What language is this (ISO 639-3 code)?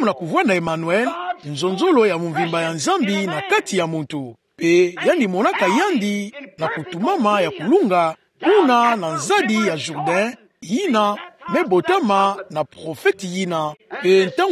ktu